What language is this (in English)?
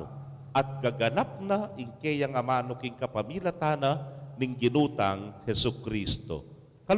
Pampanga